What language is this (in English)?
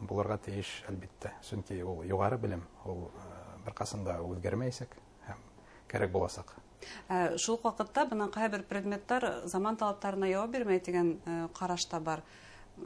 Bashkir